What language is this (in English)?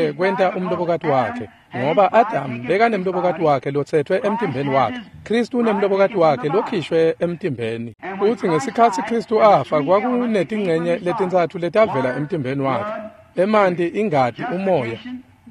Swati